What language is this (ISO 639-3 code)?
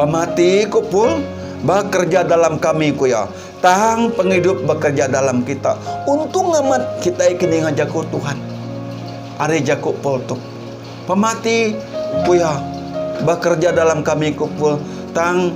iba